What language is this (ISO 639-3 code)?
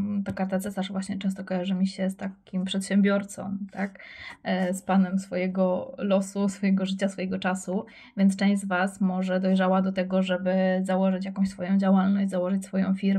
pol